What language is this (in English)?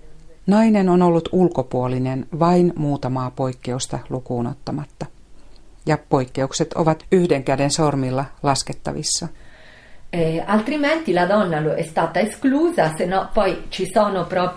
Finnish